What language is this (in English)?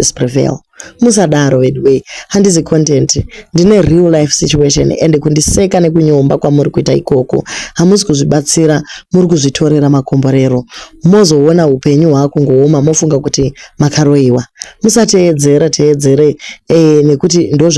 Shona